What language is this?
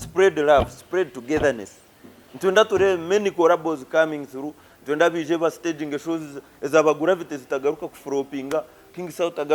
Nyankole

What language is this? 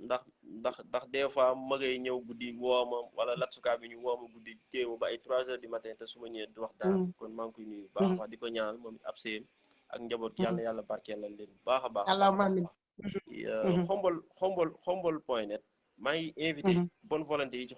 Wolof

